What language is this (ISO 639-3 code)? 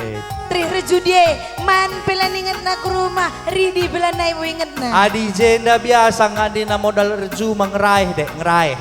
btx